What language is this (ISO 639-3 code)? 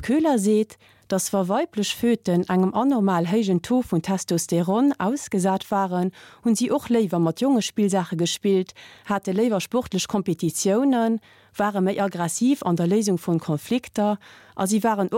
ltz